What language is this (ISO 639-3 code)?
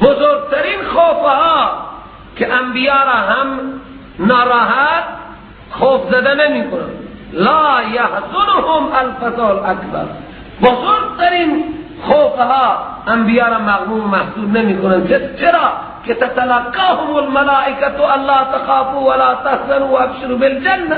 fas